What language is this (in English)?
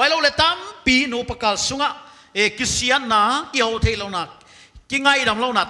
Paite Chin